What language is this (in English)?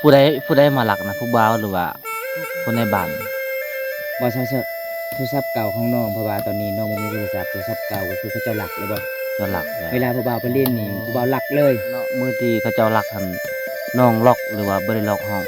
Lao